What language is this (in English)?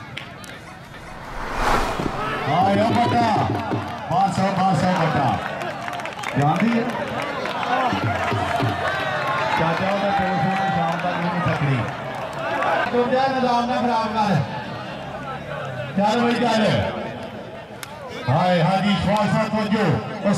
Hindi